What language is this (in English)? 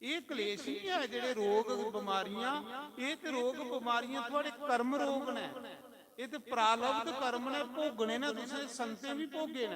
Dogri